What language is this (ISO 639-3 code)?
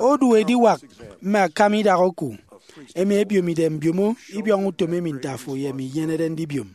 efi